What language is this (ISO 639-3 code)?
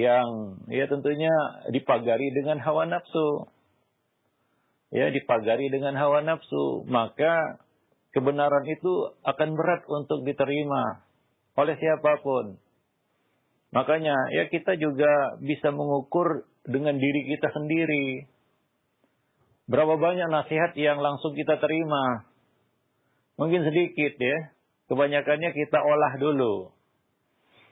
ind